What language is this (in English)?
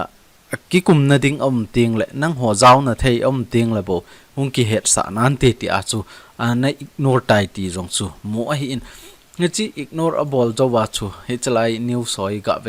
Thado Chin